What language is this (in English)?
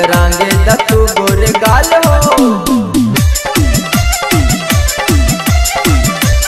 Bhojpuri